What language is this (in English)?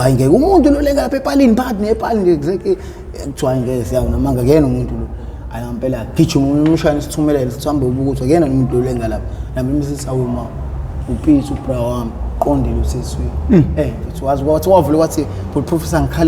Zulu